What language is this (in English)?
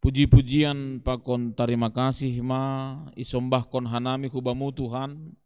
Batak Simalungun